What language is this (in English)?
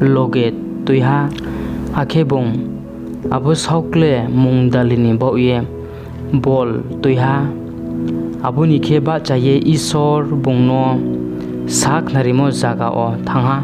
Riang (India)